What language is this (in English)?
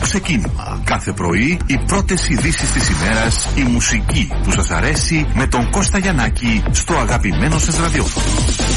Greek